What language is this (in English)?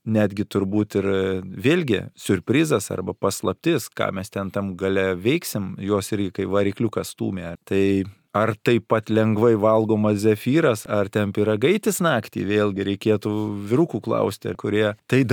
Lithuanian